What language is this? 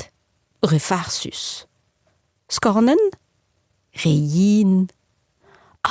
Breton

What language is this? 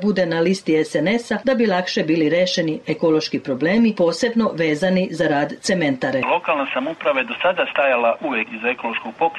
Serbian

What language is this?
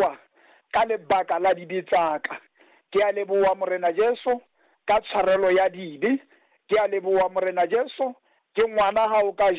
Southern Sotho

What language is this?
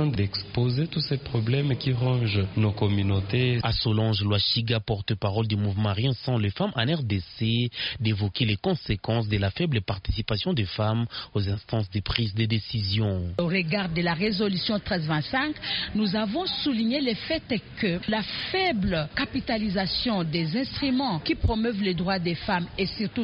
French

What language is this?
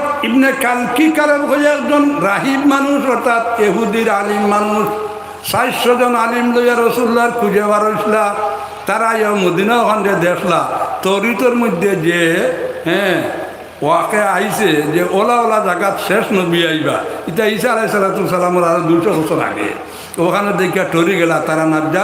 Sylheti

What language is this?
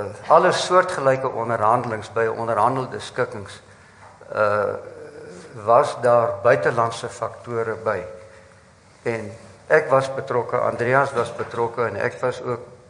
Afrikaans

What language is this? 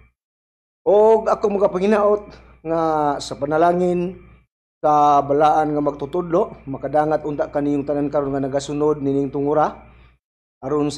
Cebuano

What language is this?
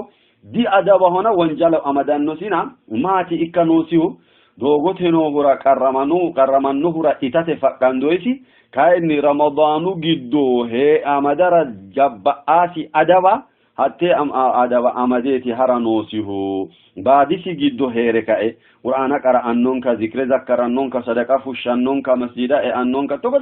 Sidamo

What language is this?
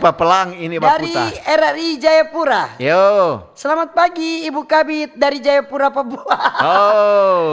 Manado Malay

